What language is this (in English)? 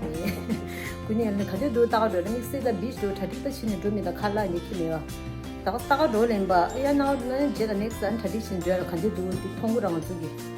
Tibetan